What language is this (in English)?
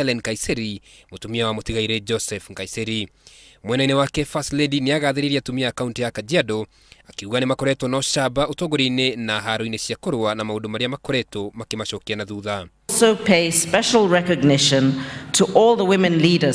Kikuyu